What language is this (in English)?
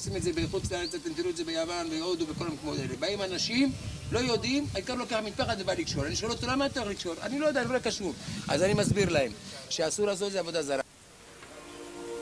Hebrew